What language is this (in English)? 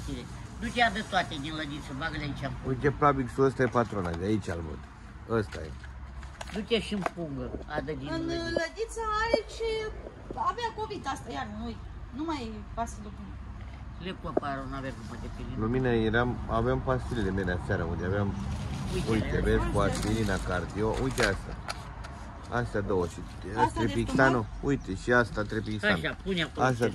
Romanian